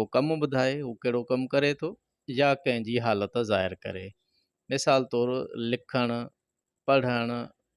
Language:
Sindhi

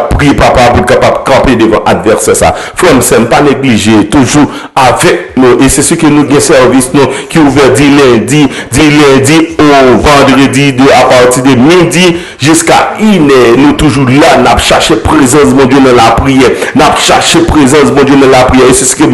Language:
Haitian Creole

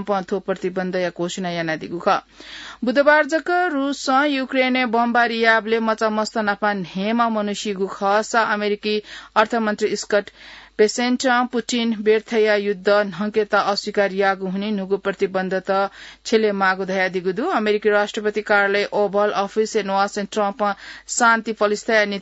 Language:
Newari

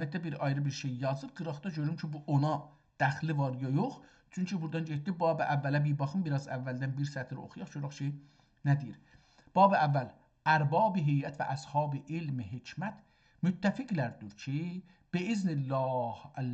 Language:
South Azerbaijani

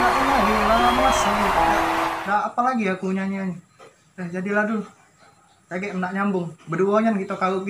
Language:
Musi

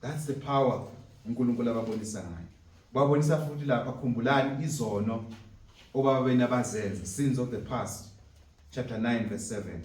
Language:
Zulu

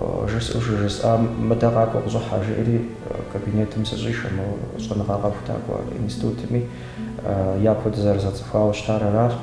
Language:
Kabardian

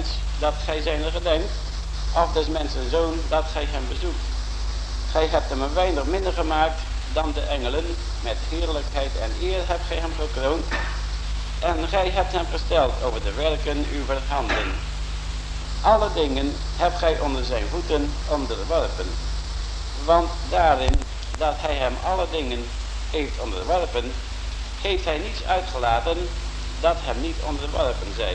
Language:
Dutch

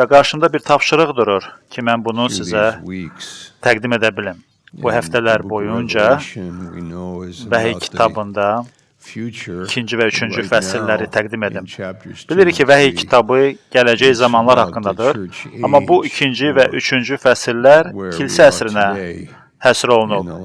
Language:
Azerbaijani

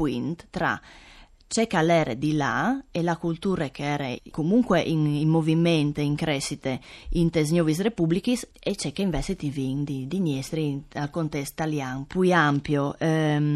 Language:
Friulian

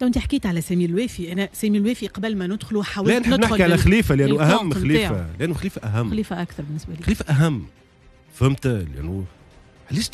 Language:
Tunisian Arabic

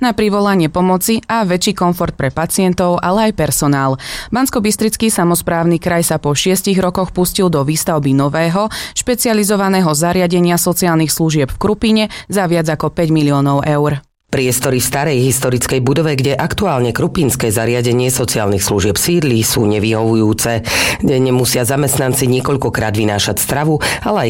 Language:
Slovak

